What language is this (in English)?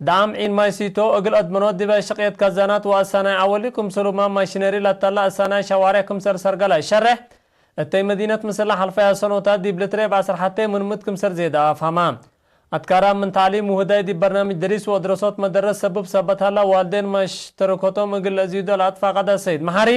Tigre